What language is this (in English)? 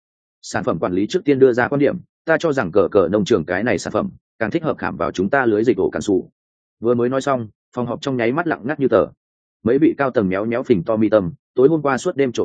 Vietnamese